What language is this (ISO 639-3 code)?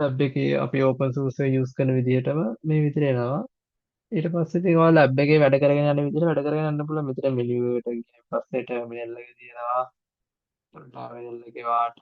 sin